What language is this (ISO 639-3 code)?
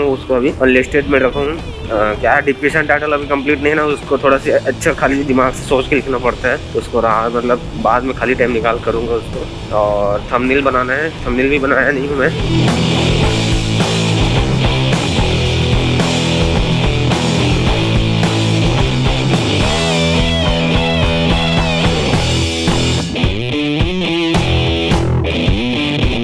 hin